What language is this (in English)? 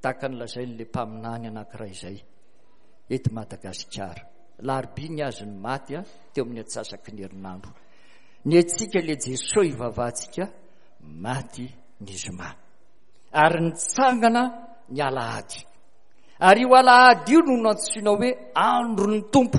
Malagasy